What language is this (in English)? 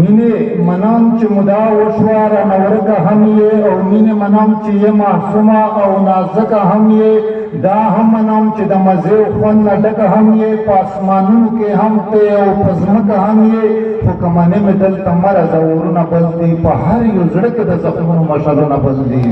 Pashto